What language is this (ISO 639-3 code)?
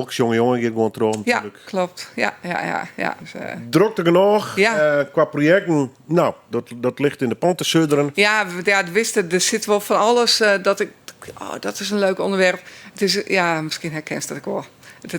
fry